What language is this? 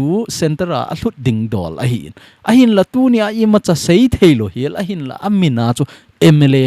Thado Chin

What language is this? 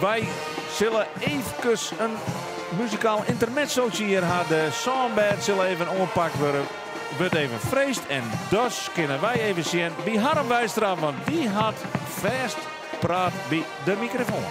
Western Frisian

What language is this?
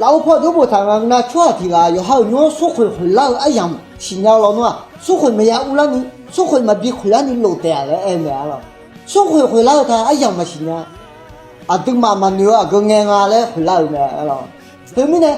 Akha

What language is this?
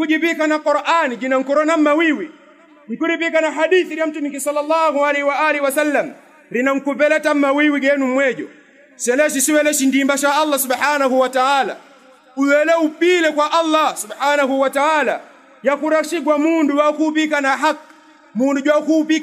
Yao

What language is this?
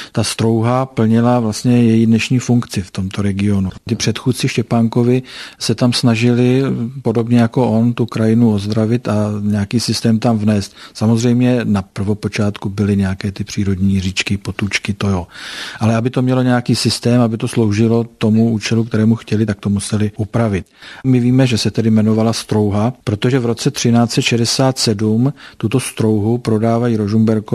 Czech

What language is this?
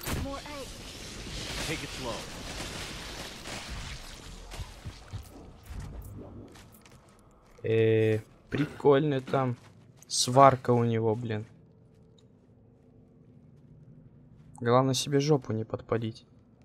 Russian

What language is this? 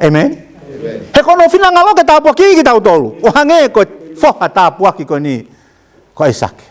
Tongan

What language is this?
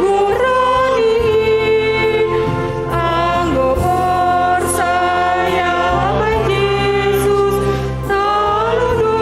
Batak Simalungun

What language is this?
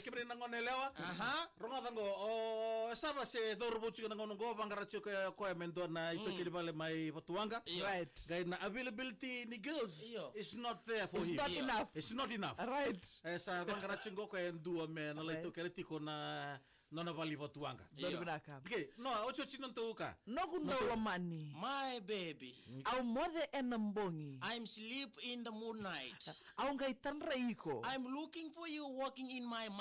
Fijian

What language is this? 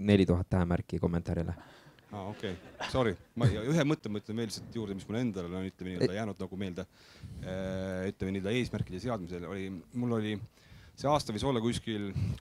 Estonian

